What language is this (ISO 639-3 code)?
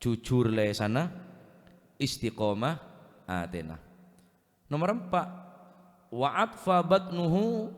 mad